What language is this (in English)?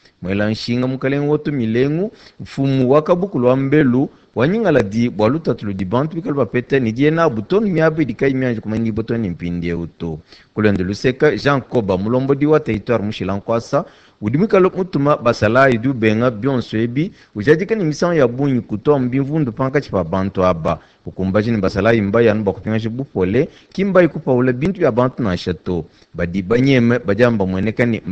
Luba-Lulua